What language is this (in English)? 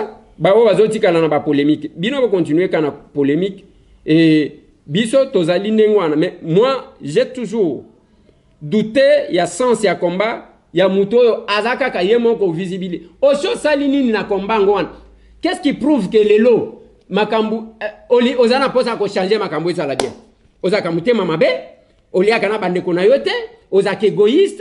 Lingala